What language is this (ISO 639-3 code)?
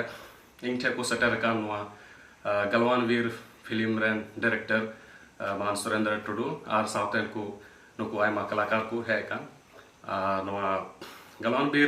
sat